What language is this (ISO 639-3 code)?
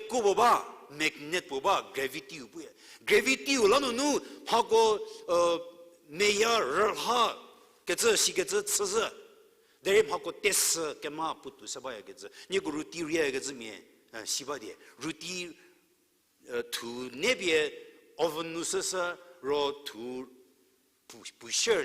njm